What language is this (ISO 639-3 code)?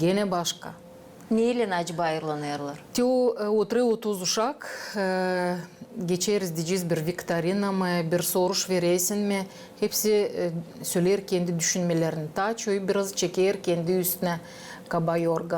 gag